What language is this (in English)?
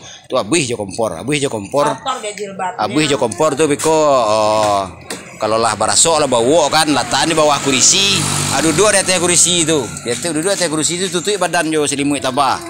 Minangkabau